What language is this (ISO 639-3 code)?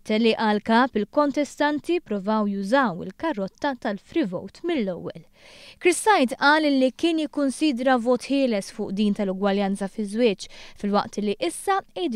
mlt